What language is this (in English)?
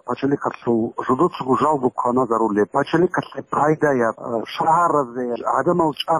Avaric